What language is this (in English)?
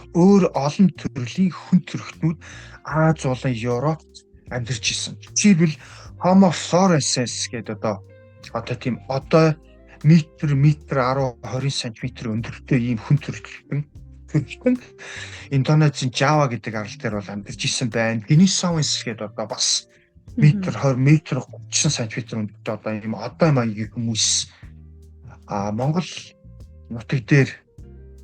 Mongolian